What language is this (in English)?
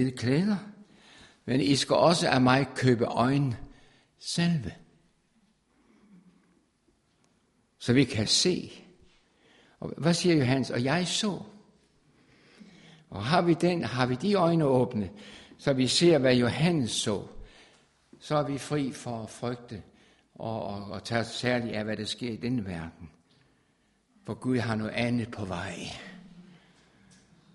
Danish